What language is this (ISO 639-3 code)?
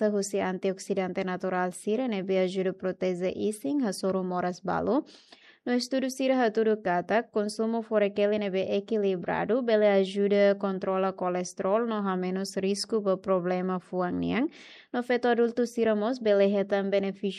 tet